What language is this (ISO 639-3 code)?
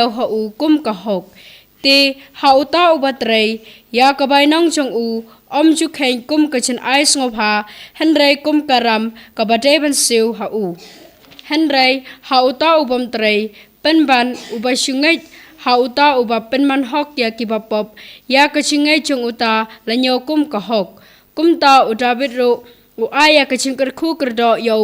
kha